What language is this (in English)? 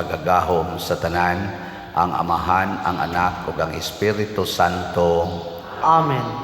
Cebuano